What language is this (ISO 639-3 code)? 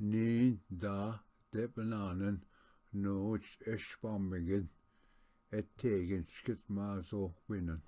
oji